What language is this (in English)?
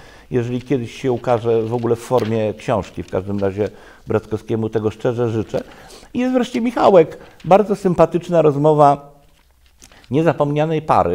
Polish